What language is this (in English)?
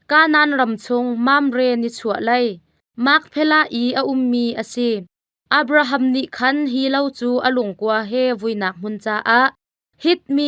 Hakha Chin